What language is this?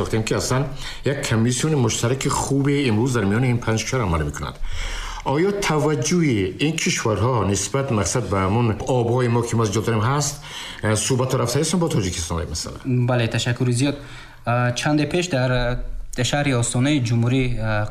Persian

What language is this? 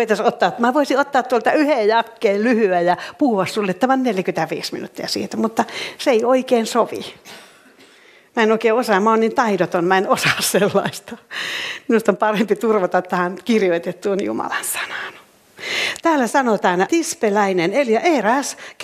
Finnish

